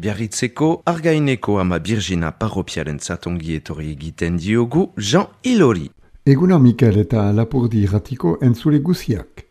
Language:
Basque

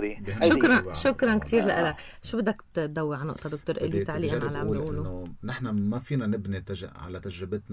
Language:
North Levantine Arabic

